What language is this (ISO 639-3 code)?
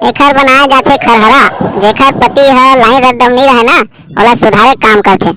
hne